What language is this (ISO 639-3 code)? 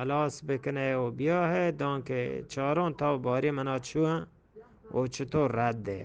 bgp